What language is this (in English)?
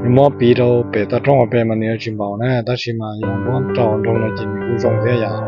Hmong